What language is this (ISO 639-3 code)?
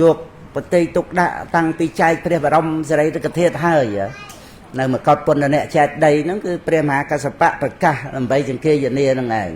khm